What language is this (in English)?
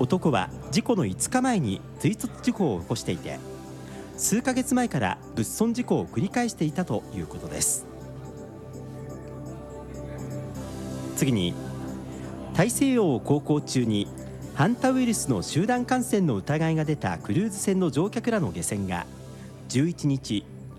Japanese